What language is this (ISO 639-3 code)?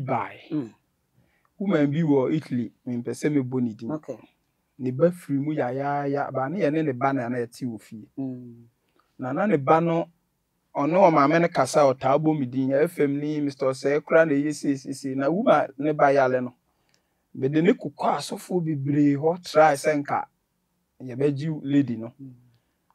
aka